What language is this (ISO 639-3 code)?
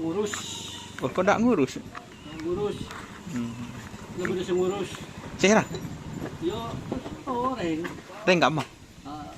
mad